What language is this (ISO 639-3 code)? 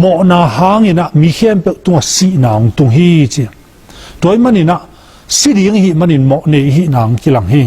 ctd